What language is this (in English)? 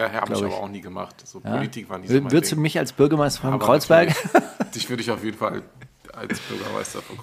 German